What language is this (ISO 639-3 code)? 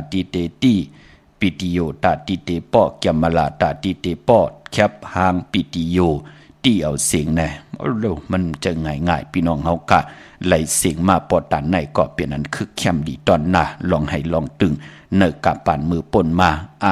shn